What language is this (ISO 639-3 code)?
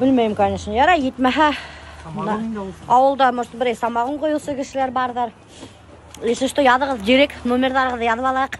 bak